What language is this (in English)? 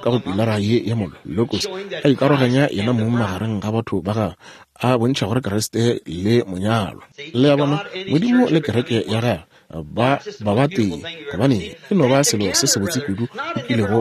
Northern Sotho